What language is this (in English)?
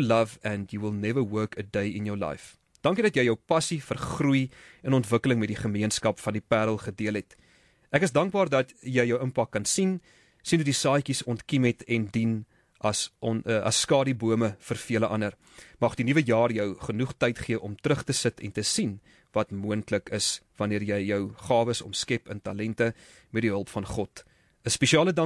Afrikaans